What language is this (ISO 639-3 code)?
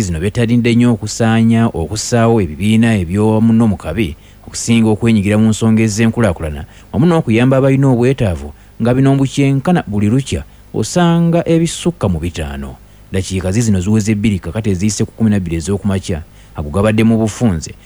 lug